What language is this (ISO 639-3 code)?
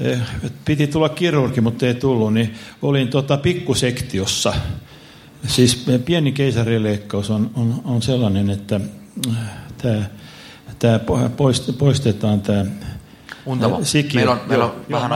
fin